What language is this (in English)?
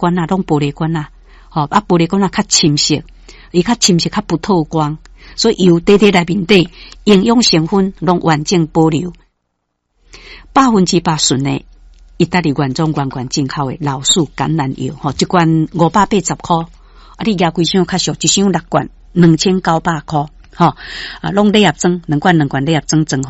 Min Nan Chinese